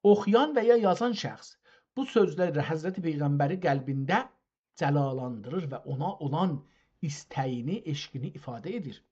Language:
South Azerbaijani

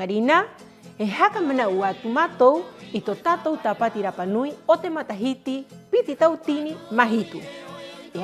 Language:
Rapanui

